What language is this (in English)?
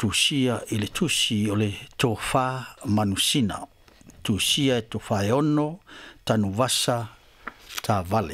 Samoan